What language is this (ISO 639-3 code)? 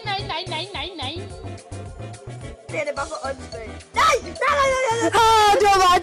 dan